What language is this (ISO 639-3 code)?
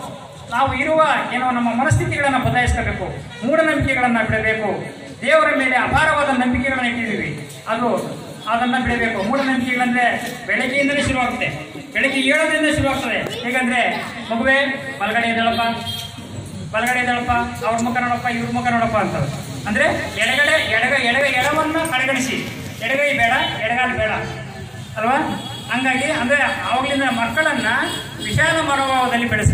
kan